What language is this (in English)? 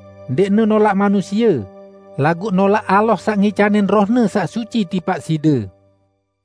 Sasak